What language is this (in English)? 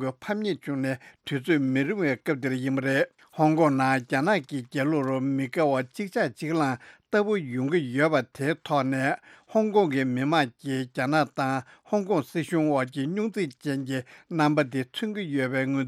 Tibetan